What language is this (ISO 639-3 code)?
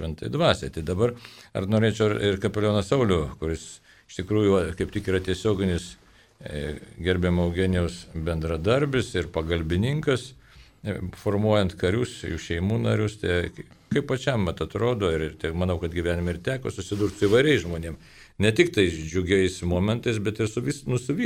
lit